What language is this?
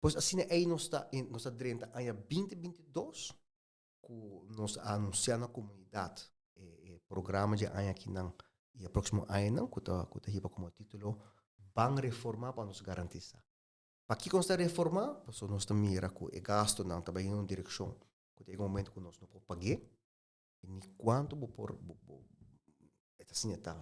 Papiamento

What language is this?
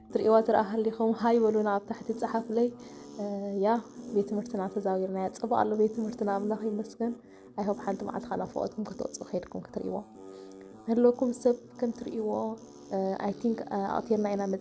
Tigrinya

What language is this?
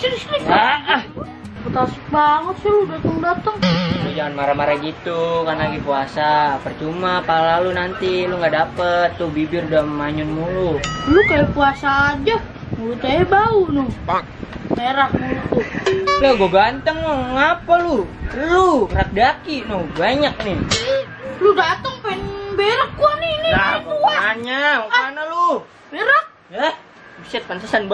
Betawi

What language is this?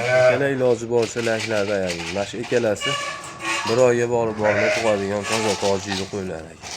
Uzbek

